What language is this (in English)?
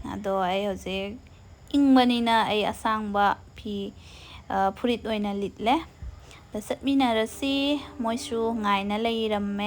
Manipuri